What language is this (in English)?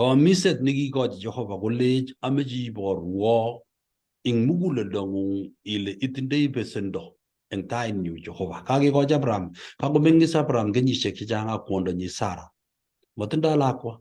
Kalenjin